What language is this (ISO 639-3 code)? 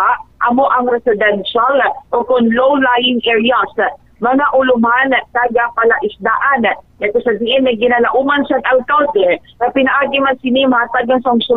hil